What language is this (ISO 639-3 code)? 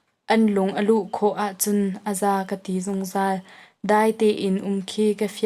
cnh